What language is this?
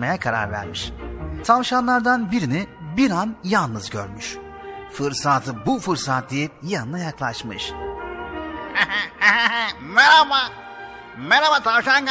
Turkish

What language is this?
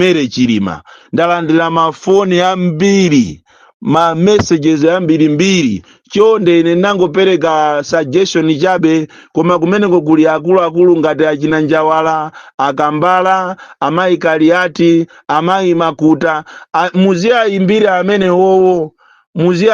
Nyanja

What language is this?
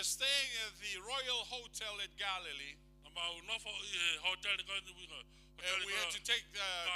Tongan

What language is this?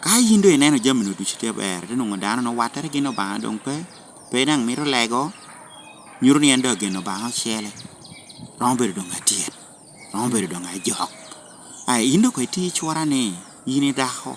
Lango (Uganda)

